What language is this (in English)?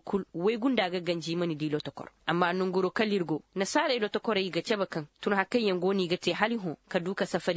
Koyraboro Senni